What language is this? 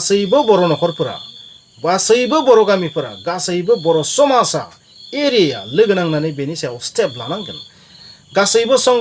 Bodo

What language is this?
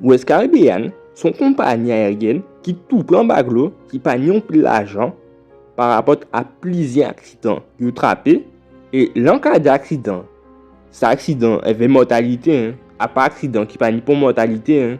Guadeloupean Creole French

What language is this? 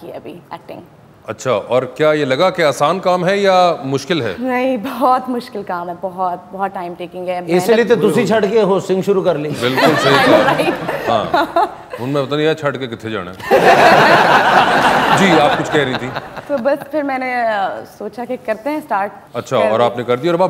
Hindi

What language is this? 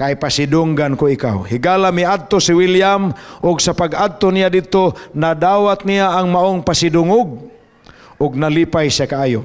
Cebuano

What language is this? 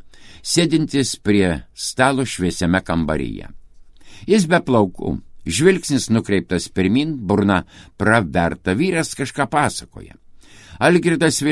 Lithuanian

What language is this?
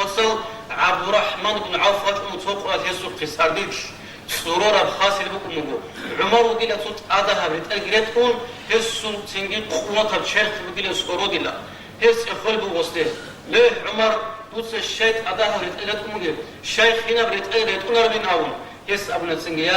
Avaric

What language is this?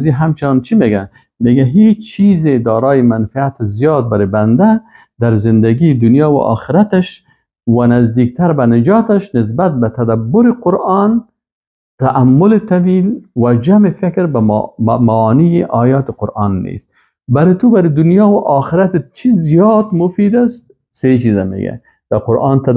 Persian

